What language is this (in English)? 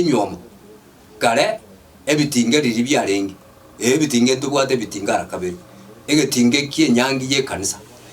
Gusii